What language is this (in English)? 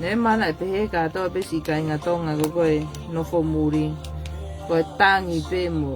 Tongan